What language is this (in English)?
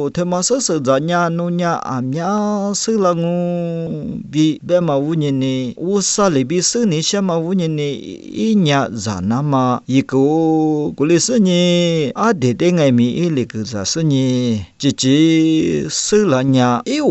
Lisu